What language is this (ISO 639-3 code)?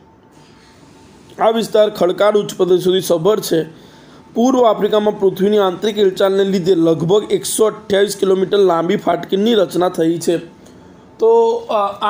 guj